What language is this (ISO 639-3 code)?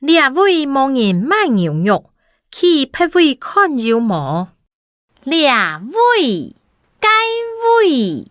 hak